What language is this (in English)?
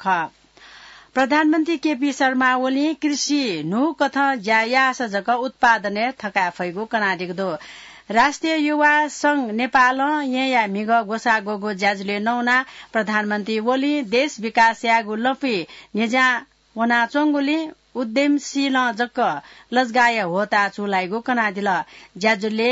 Newari